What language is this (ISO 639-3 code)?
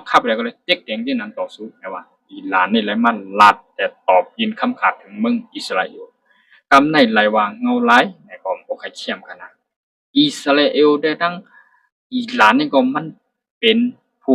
shn